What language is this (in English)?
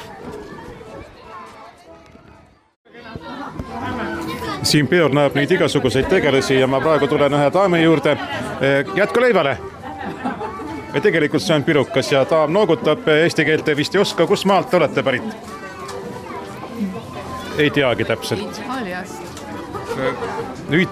Estonian